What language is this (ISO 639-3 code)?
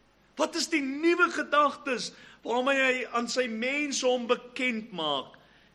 afr